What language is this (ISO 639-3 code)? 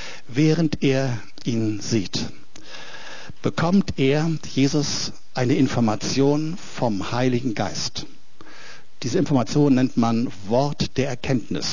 deu